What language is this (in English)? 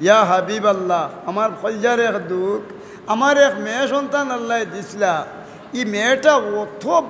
Sylheti